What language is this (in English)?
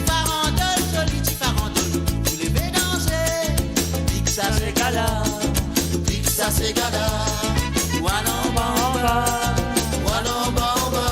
Morisyen